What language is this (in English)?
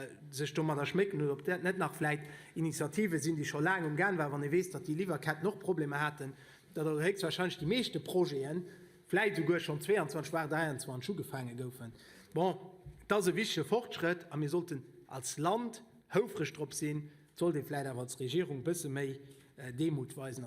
Luxembourgish